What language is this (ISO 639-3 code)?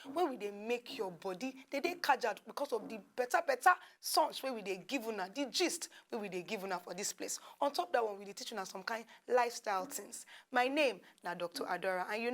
pcm